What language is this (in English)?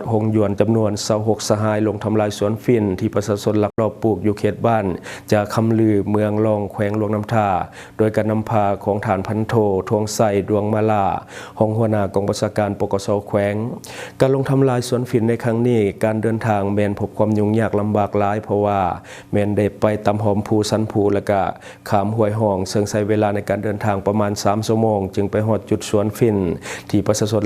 Lao